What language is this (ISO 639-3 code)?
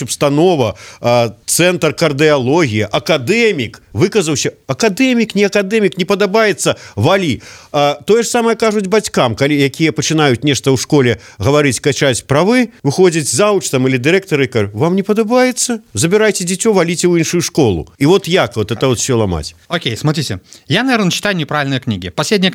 bel